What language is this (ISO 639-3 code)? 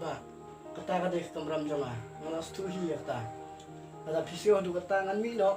kha